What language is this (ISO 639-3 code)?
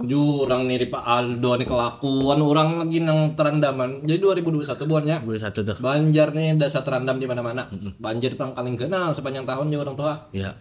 bjn